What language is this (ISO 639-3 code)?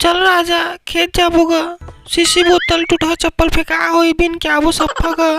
hne